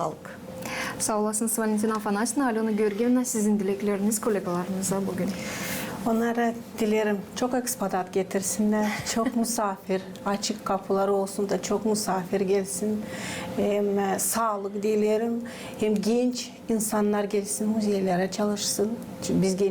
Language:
Gagauz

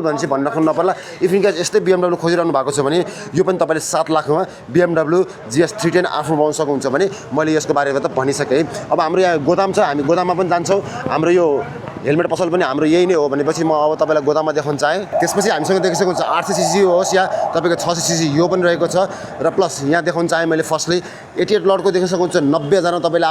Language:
Nepali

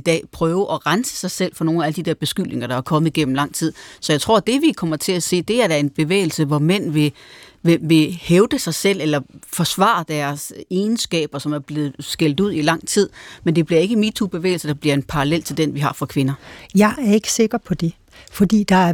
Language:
Danish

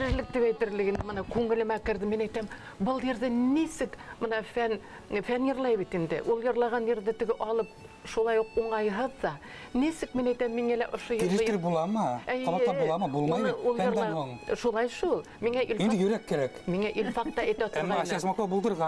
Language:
Bashkir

